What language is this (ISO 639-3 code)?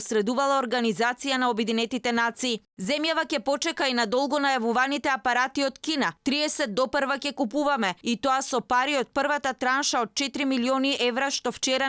mkd